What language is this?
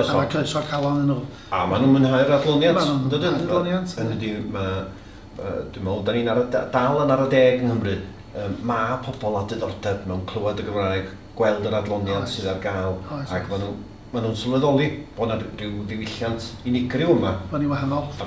Welsh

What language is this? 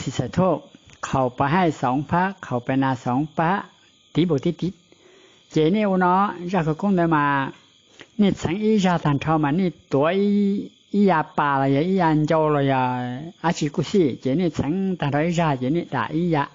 Hmong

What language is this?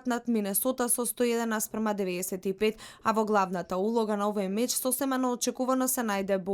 Macedonian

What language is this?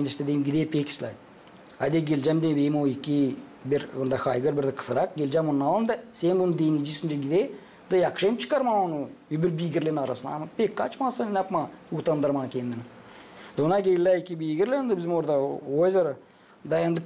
Gagauz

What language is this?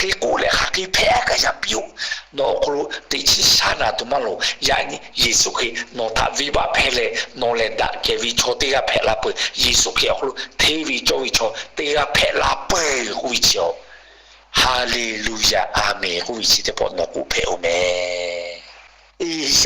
Lahu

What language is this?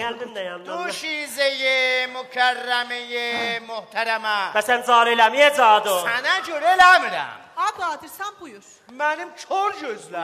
South Azerbaijani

